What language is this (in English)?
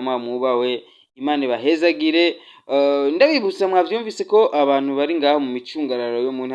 Rundi